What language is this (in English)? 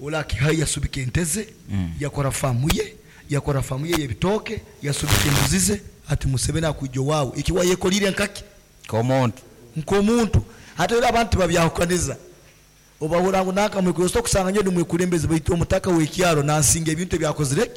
Nyankole